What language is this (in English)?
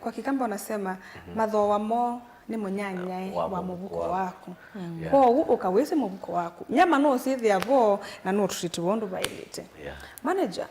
Kamba